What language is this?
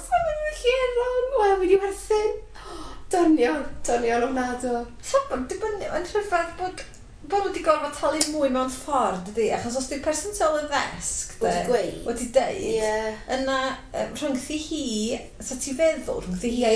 Welsh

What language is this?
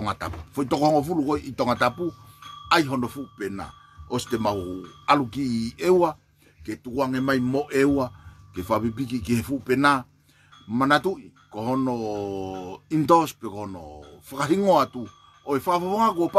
Tongan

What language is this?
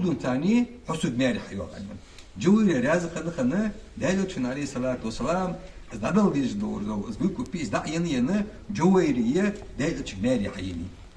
Ingush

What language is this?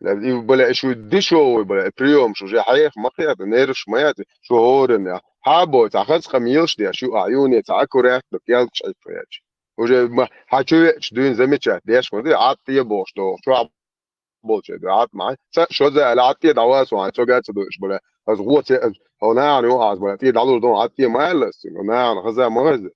Chechen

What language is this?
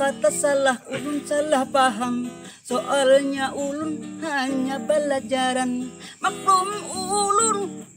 Banjar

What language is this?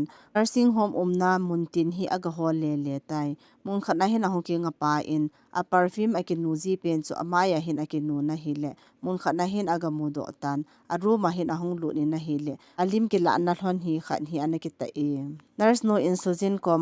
Thado Chin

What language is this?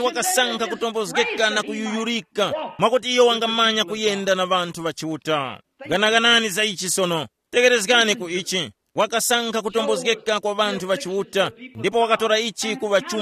Tumbuka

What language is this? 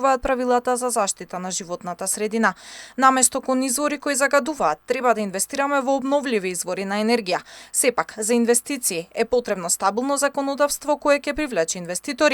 Macedonian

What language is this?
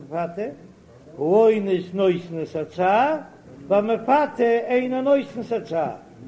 Yiddish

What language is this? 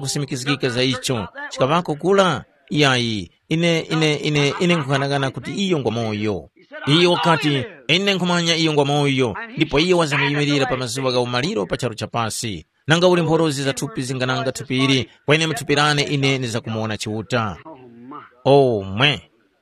Tumbuka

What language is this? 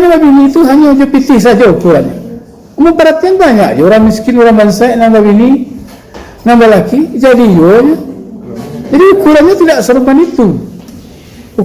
Minangkabau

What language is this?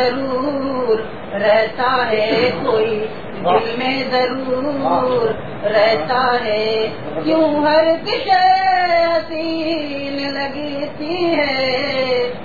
Urdu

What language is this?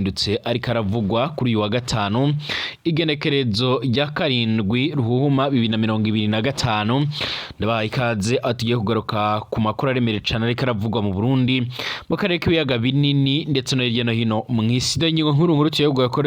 Rundi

